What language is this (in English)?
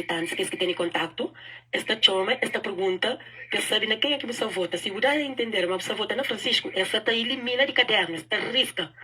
Kabuverdianu